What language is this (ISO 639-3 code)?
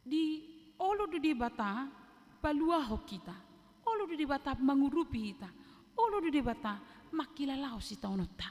bbc